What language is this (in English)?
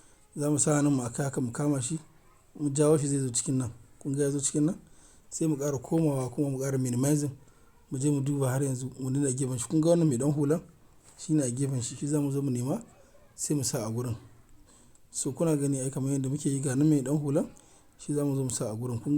Hausa